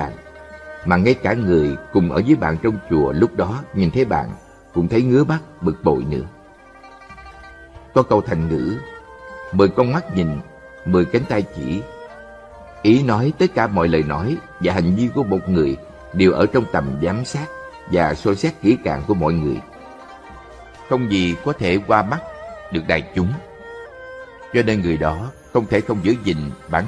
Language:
Vietnamese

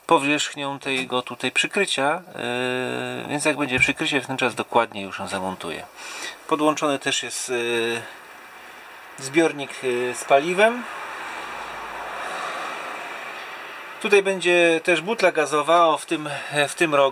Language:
Polish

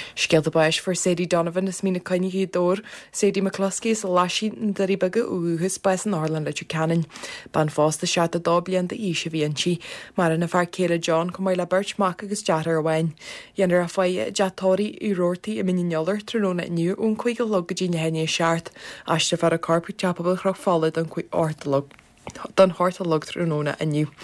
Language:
Irish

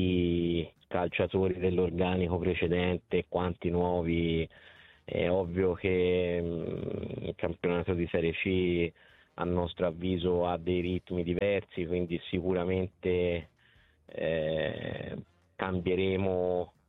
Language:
Italian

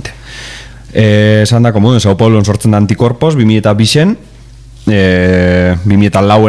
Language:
Basque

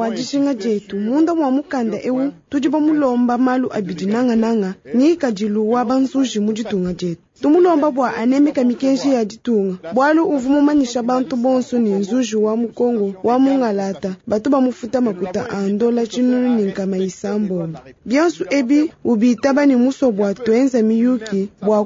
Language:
Luba-Lulua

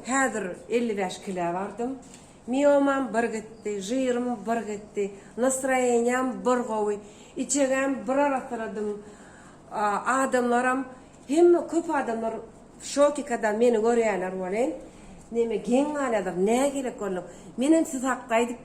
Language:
Turkmen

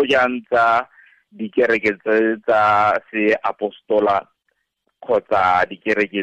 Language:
Tswana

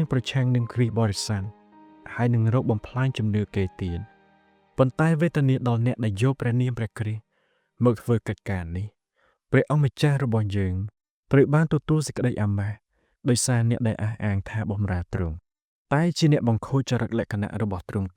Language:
Khmer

